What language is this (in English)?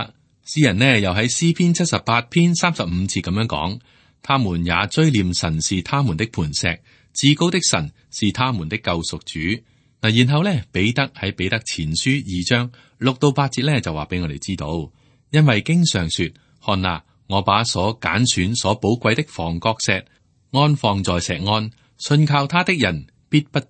Cantonese